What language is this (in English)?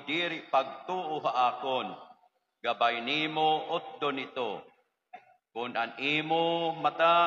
Waray